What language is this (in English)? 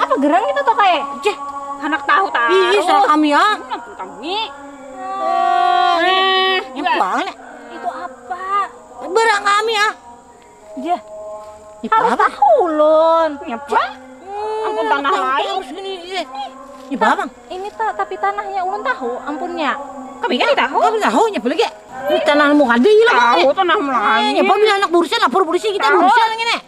Banjar